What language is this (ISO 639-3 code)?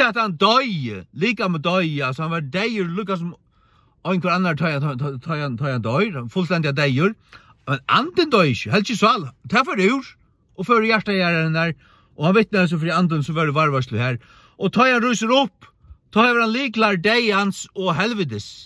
fao